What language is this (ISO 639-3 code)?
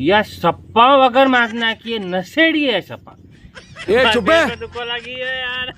raj